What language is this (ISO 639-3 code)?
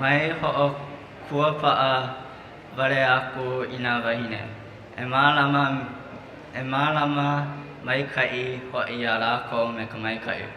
haw